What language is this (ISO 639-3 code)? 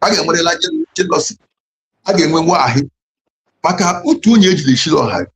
ibo